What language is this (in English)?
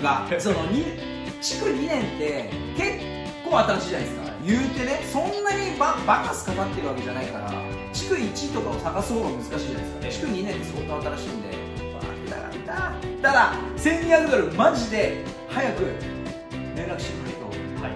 Japanese